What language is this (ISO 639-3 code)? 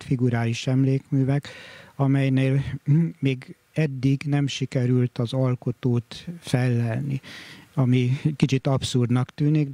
hun